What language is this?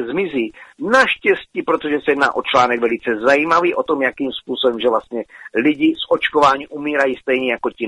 Czech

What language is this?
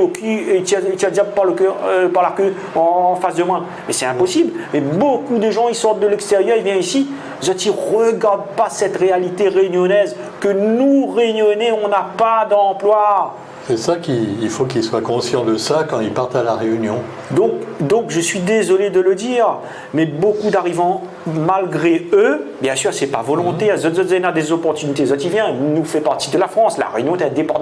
Réunion Creole French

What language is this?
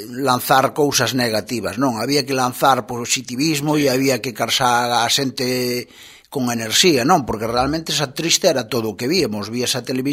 Galician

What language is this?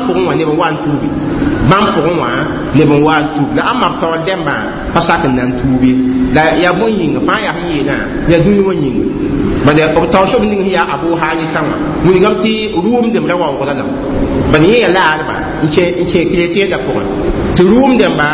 Mossi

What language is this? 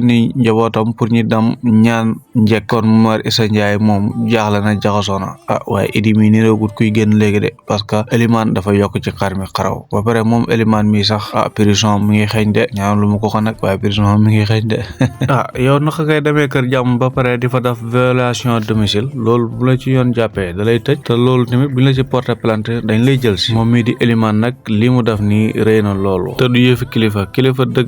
Wolof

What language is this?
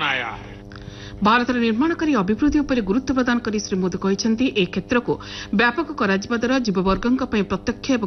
Odia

